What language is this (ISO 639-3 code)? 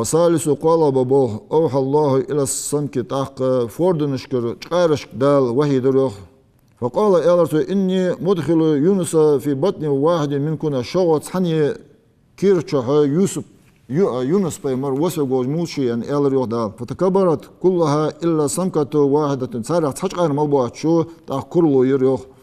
inh